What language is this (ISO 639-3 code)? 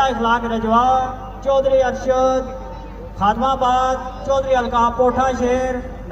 phr